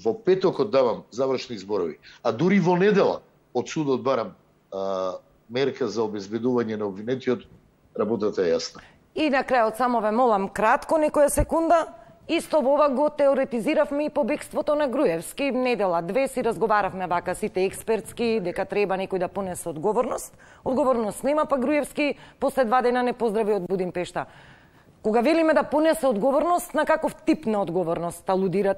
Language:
Macedonian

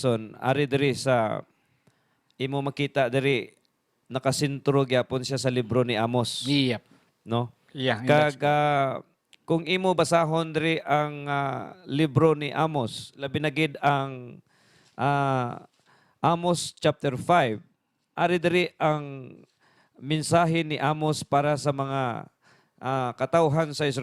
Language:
Hiligaynon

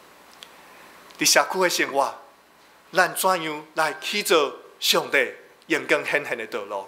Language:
Min Nan Chinese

